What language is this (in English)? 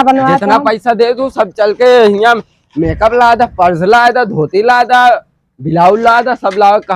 Awadhi